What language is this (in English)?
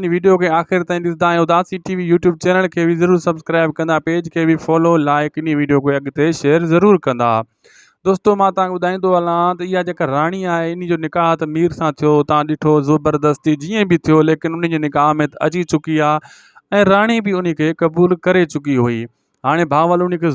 Sindhi